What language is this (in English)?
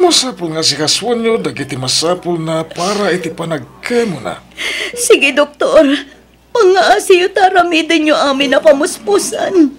Iloko